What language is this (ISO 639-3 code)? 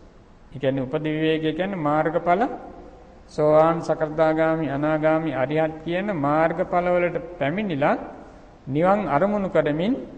sin